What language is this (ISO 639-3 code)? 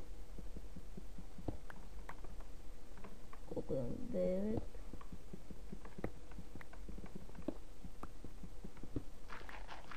bul